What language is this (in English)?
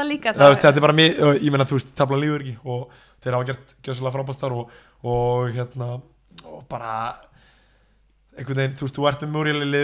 Icelandic